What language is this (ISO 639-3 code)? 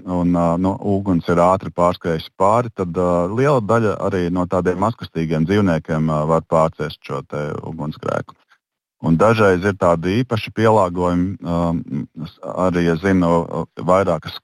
lav